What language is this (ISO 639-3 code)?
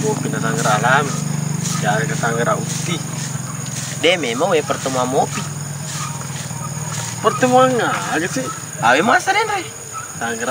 ind